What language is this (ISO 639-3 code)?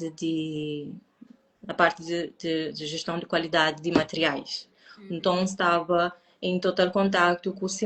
kea